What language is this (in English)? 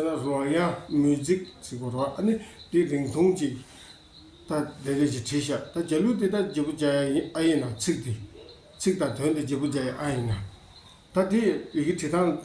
Tibetan